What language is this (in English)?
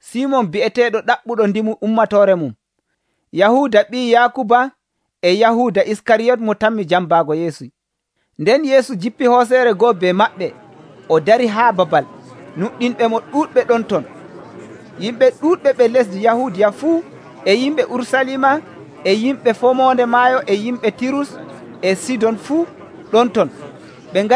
Nigerian Fulfulde